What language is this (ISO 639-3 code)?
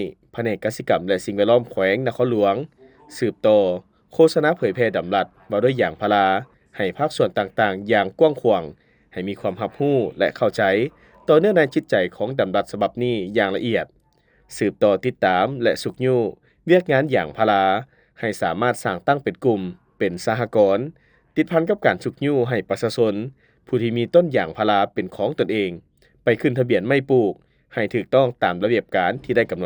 lao